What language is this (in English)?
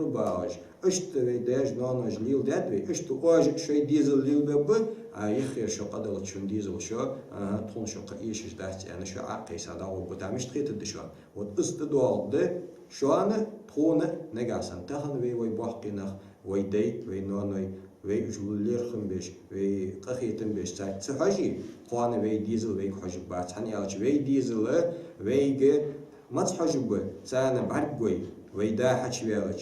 Ingush